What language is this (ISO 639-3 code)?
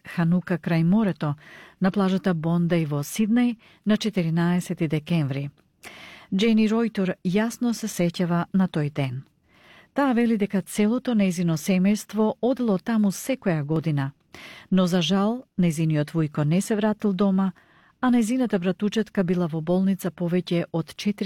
mkd